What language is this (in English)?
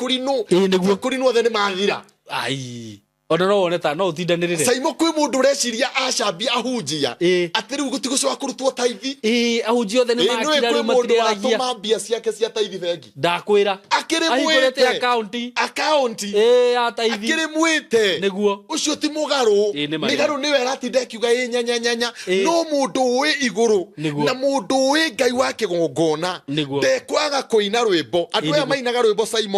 Kikuyu